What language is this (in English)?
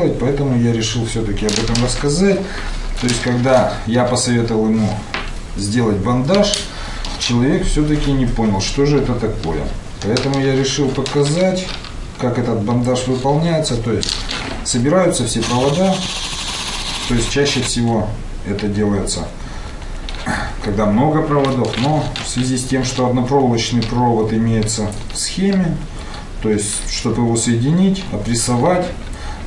Russian